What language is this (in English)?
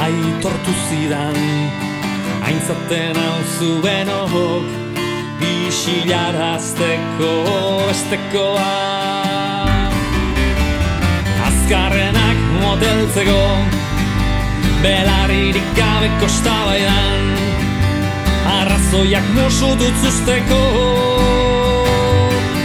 Basque